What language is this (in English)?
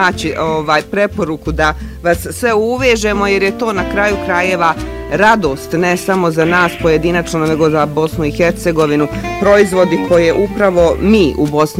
Bosnian